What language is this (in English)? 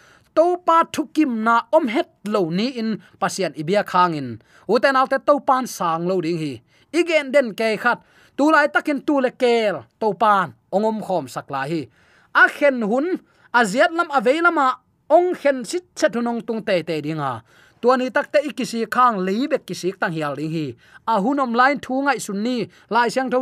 Tedim Chin